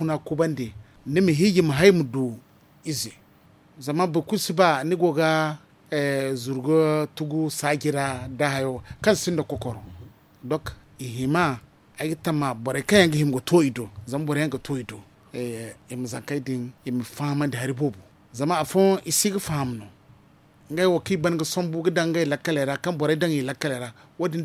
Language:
Zarma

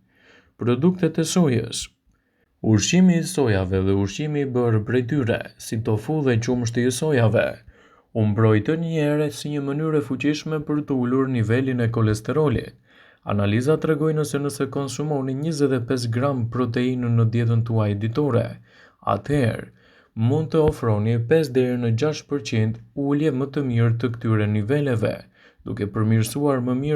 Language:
Albanian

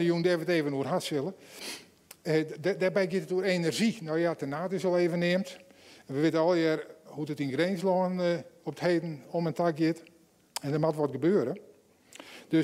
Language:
Western Frisian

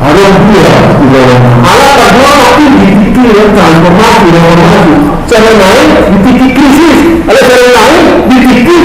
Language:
Batak Toba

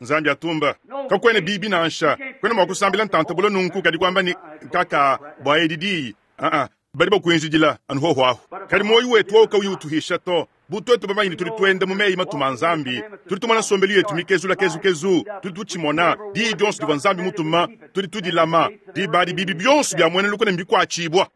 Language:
Luba-Lulua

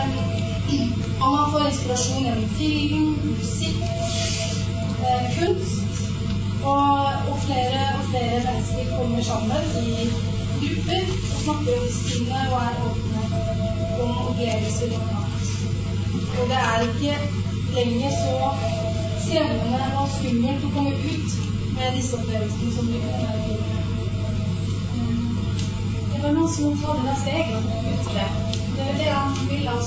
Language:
Norwegian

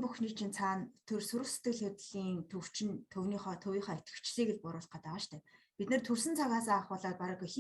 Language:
Mongolian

